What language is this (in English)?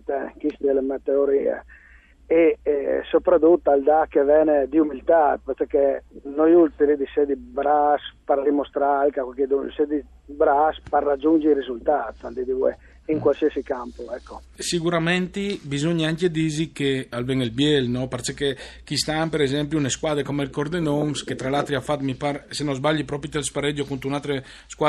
Friulian